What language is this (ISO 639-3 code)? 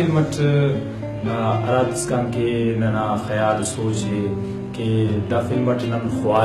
brh